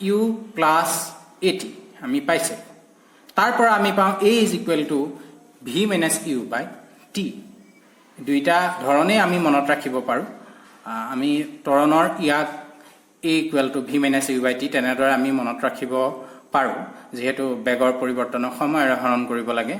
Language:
Assamese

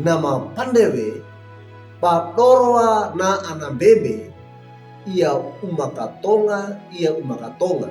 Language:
Wejewa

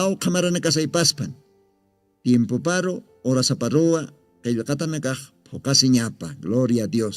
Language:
Aymara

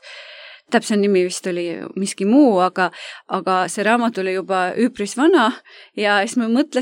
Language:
Estonian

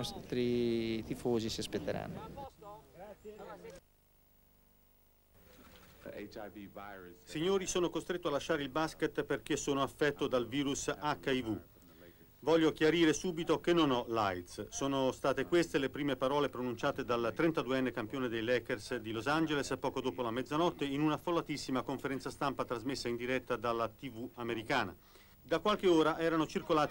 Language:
Italian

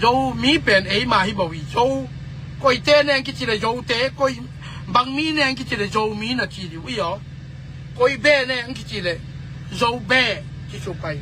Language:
Tedim Chin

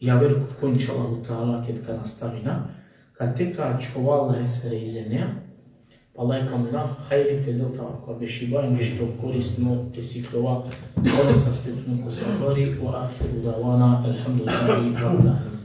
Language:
Balkan Romani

